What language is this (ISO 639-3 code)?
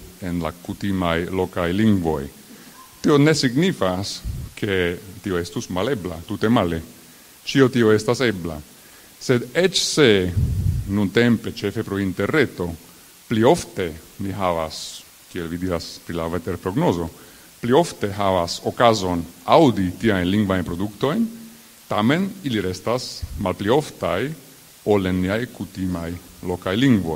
epo